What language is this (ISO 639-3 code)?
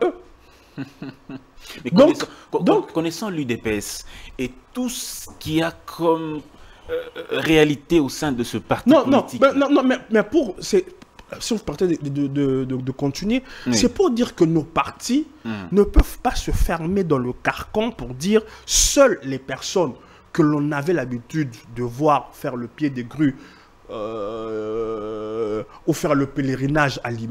fra